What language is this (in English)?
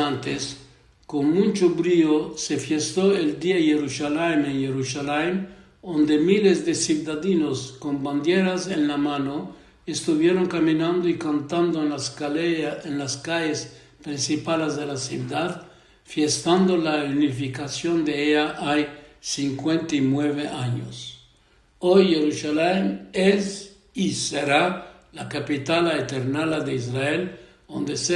Ladino